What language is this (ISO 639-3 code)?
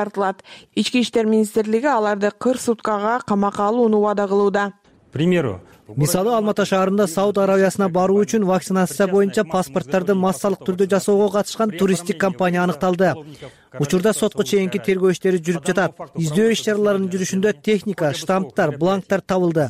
kir